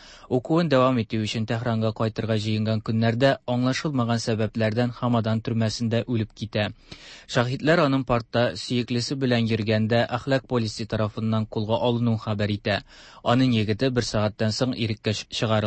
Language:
Tatar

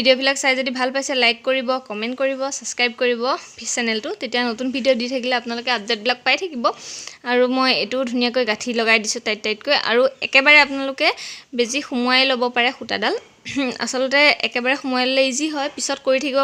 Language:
Assamese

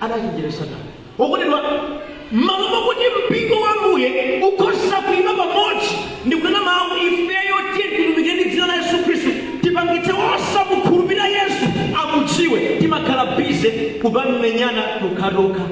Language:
Nyanja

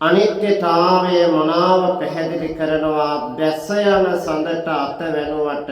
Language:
Sinhala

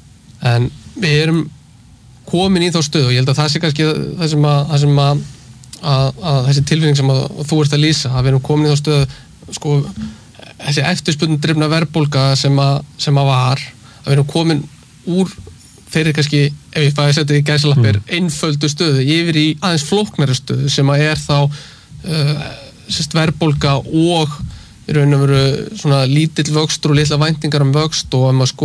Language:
Icelandic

